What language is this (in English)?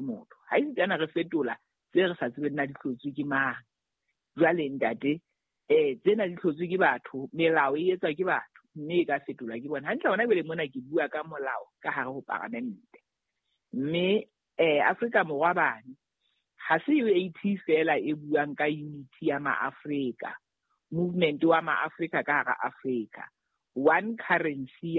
Southern Sotho